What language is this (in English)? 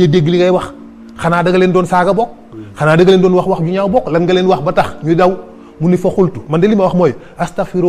Wolof